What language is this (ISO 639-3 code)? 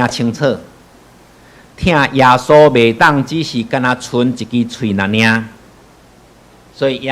nan